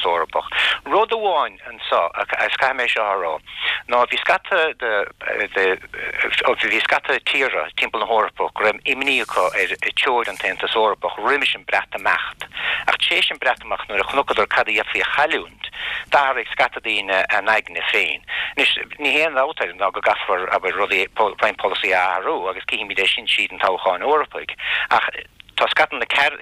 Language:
Irish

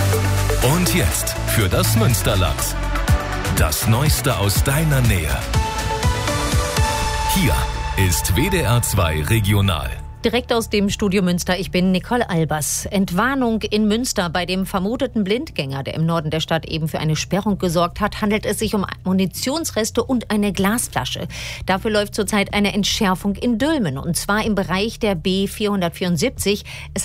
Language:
German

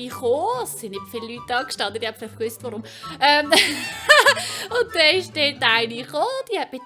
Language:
Swiss German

